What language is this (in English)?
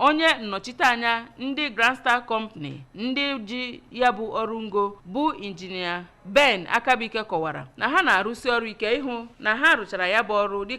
Igbo